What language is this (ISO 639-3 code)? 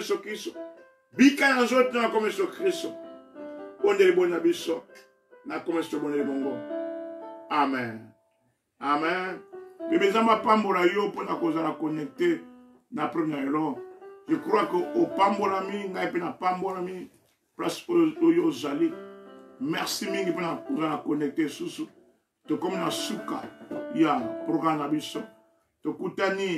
lin